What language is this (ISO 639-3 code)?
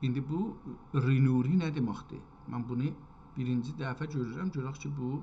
azb